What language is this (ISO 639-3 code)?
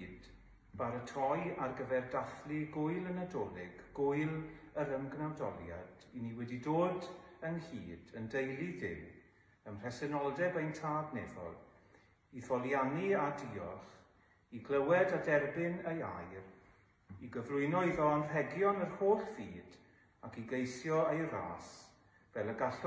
cym